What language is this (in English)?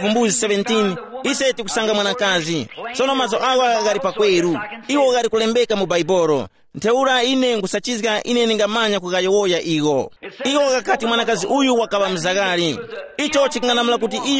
Tumbuka